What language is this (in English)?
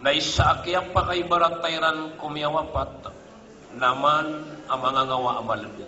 Maranao